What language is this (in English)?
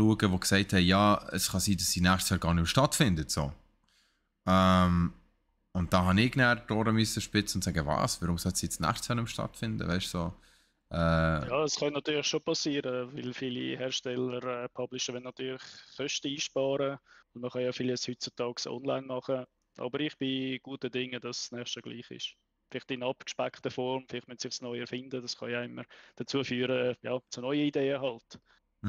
Swiss German